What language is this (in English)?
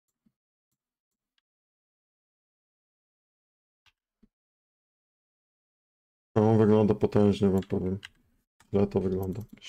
Polish